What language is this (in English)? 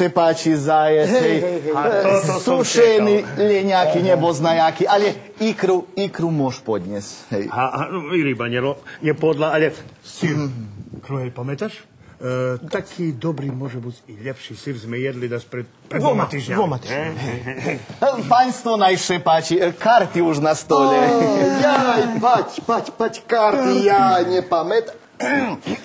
Rusyn